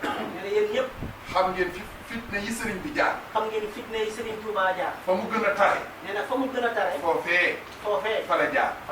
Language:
Wolof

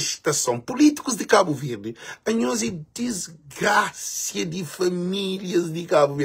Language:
Kabuverdianu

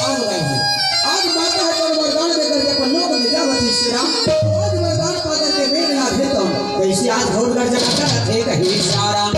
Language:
Chhattisgarhi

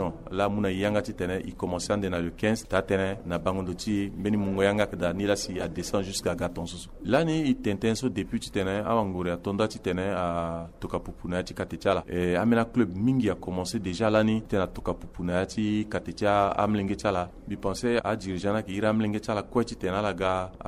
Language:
Sango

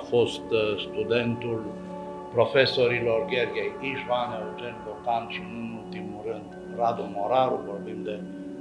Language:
Romanian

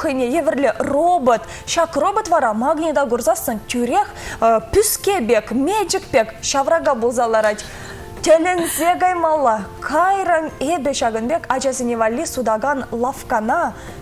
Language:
Chuvash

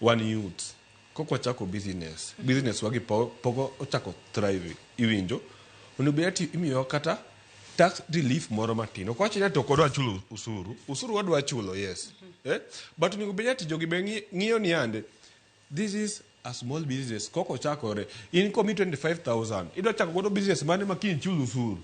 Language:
Luo (Kenya and Tanzania)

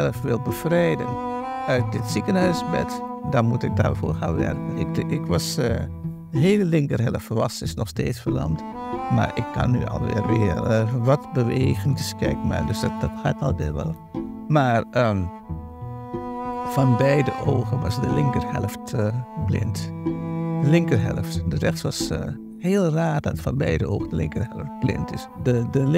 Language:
Dutch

